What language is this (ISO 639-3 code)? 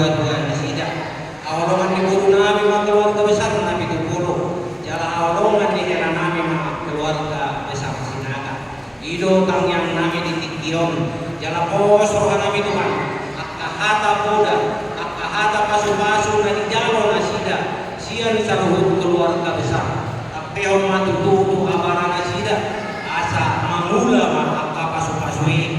bbc